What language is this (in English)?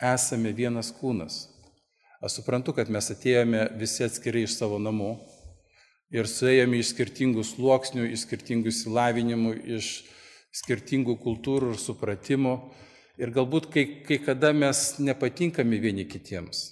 Lithuanian